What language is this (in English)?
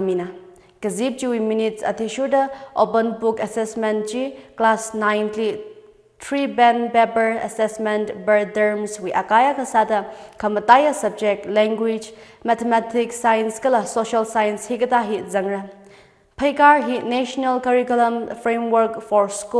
Tangkhul Naga (India)